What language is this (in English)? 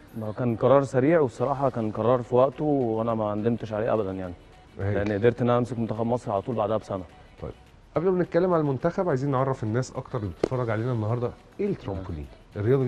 Egyptian Arabic